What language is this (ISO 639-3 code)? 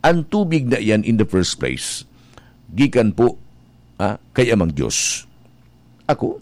bik